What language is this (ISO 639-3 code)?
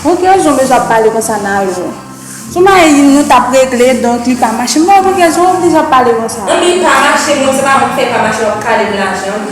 hat